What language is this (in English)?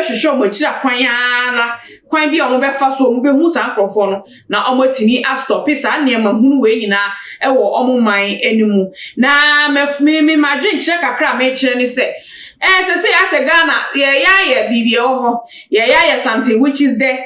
Akan